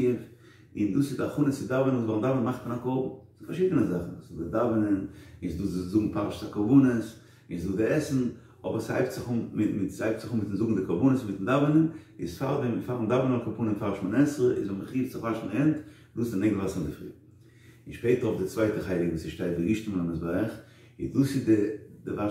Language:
Yiddish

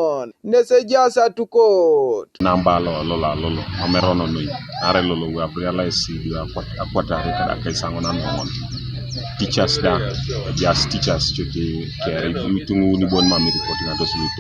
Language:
Teso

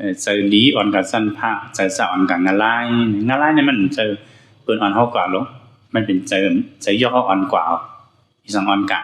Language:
Shan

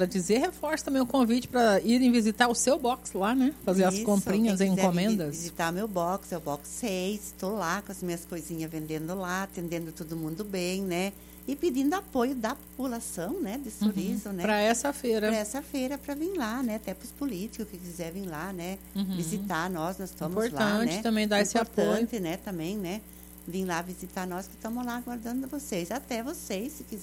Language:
Portuguese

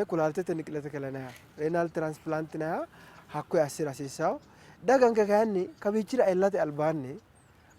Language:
Sidamo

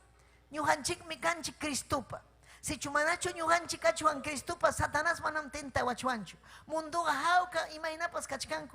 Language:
Ayacucho Quechua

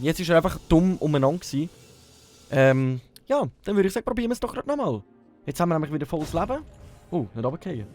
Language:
Swiss German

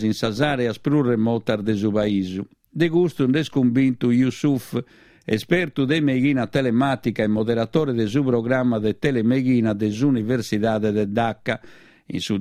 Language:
Sardinian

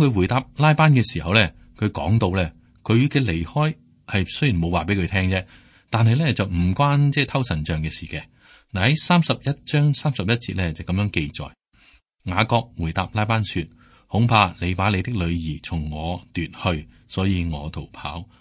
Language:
Cantonese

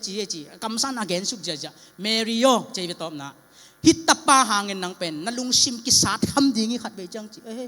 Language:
Tedim Chin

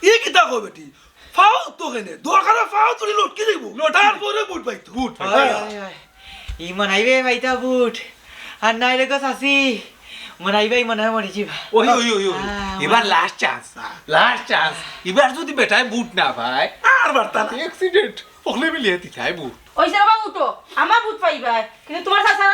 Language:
Sylheti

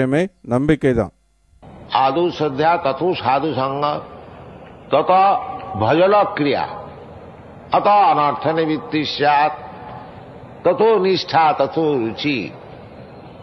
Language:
Tamil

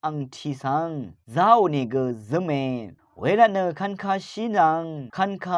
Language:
Rawang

